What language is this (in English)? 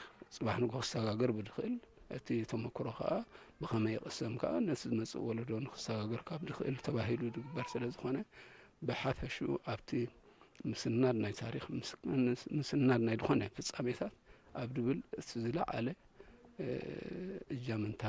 Tigrinya